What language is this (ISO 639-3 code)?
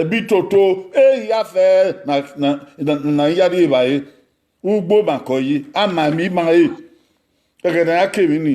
bin